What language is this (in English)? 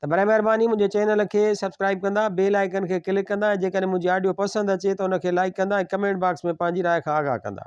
Sindhi